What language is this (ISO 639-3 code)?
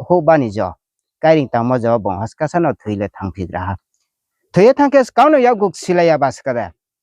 ria